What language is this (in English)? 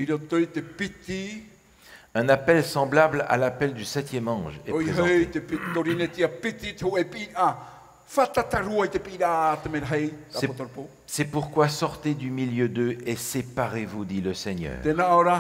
Tahitian